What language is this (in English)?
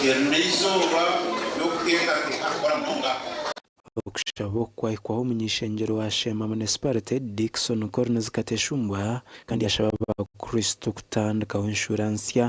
Nyankole